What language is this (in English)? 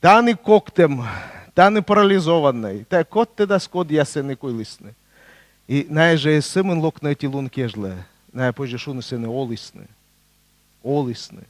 Komi